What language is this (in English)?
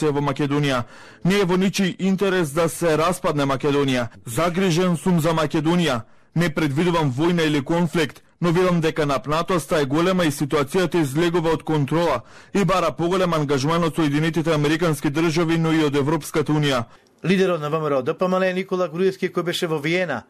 Macedonian